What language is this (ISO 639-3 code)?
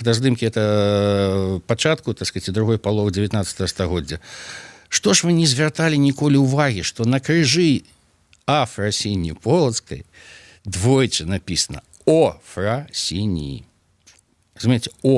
bel